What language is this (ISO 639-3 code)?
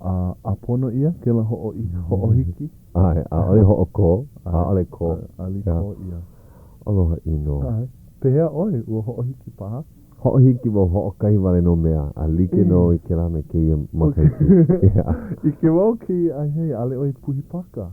haw